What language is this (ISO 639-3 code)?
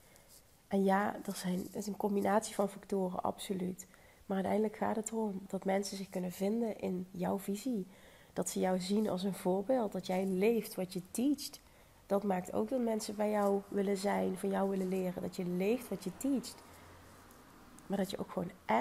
nld